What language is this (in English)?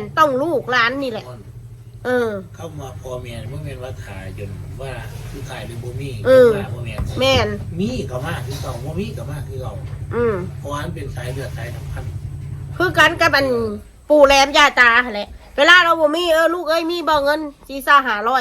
Northeastern Thai